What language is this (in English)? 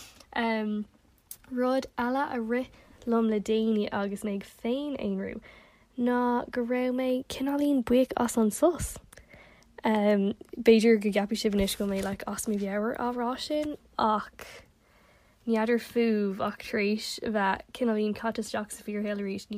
Irish